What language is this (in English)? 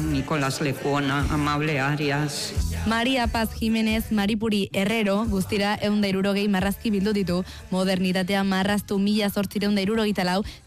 Basque